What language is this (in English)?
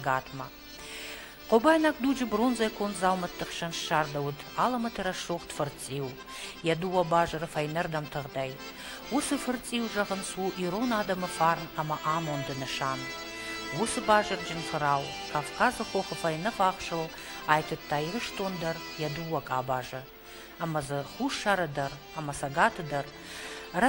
Ossetic